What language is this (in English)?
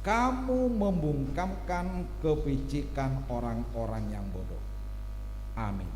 Batak Simalungun